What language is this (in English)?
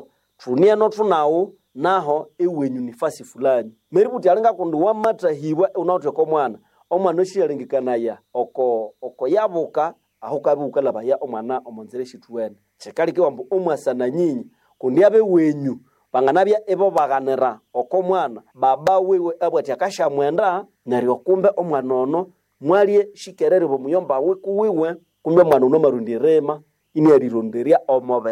Nande